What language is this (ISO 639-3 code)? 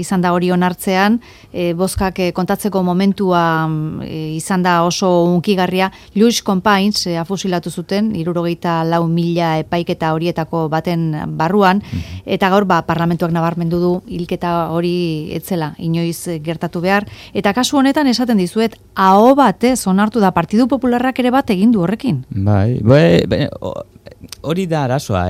eus